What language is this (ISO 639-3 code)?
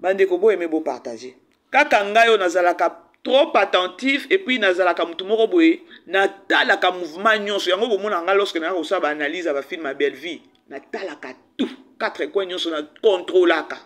lin